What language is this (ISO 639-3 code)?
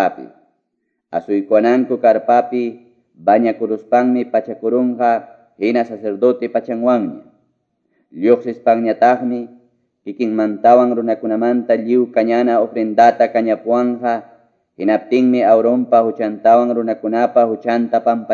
que